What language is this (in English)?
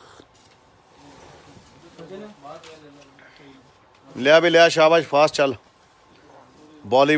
Punjabi